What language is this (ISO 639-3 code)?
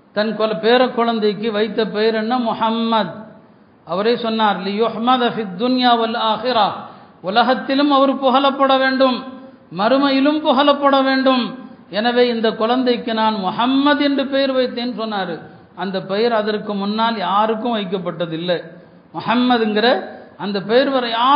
tam